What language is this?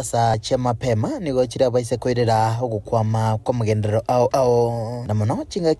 Gusii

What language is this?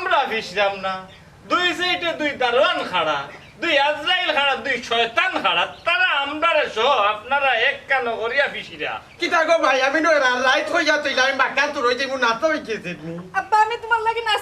Sylheti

